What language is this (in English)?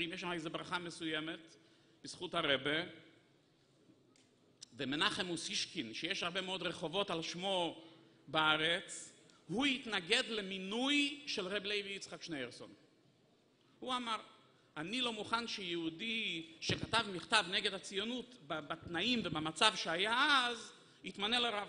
Hebrew